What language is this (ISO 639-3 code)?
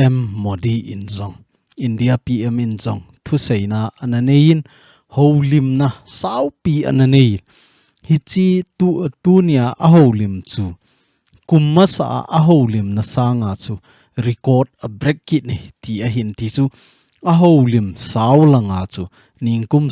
tcz